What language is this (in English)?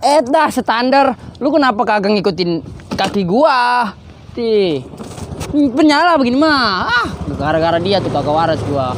Betawi